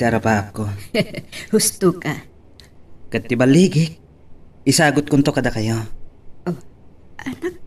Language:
Iloko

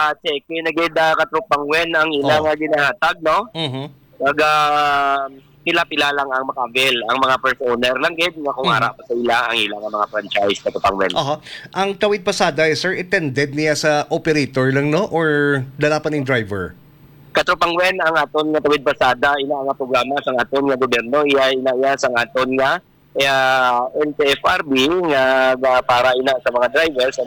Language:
Hiligaynon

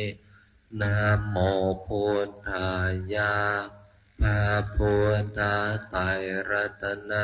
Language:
Pali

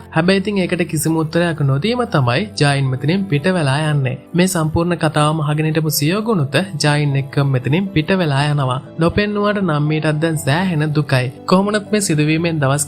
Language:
Sinhala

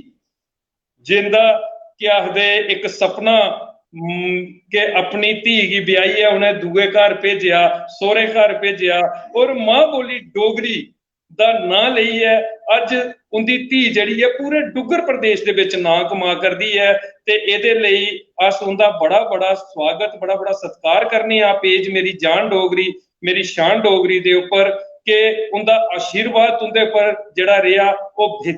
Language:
Dogri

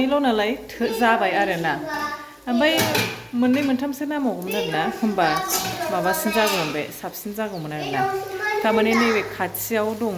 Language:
Bodo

